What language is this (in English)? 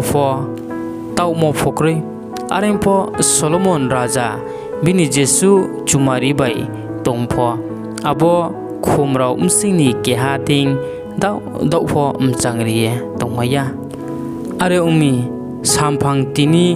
Riang (India)